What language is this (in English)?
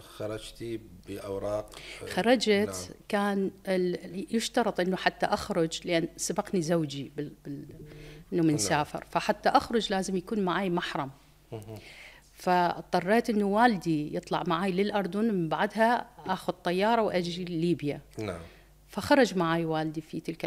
Mesopotamian Arabic